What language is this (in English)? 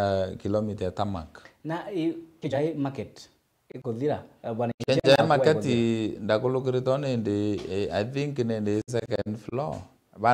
Meru